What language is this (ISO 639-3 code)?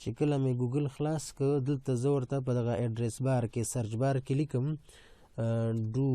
pus